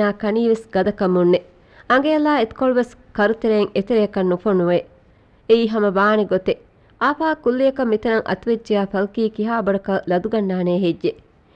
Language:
Divehi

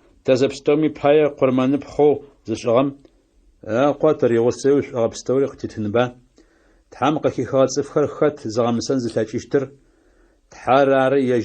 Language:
Adyghe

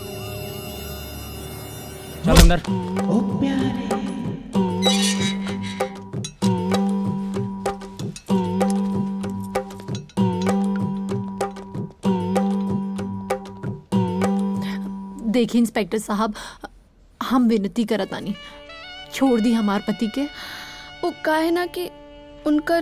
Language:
Bhojpuri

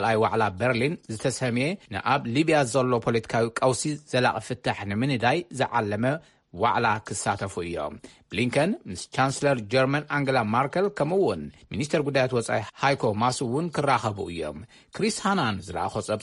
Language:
Tigrinya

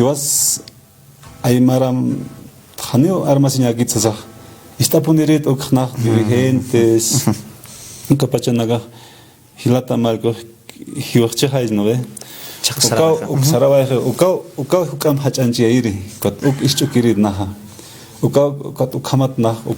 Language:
Aymara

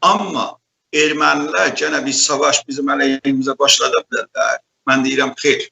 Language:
South Azerbaijani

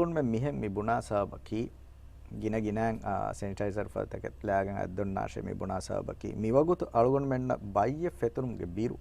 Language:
Divehi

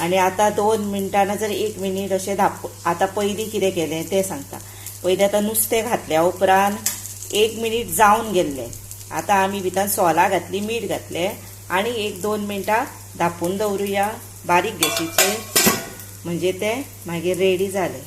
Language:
Konkani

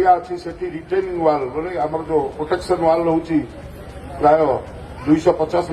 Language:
Odia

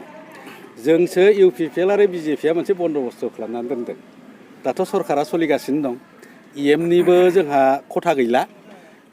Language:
Bodo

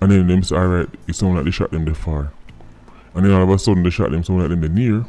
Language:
Jamaican Creole English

